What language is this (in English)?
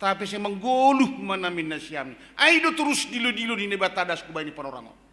Batak Simalungun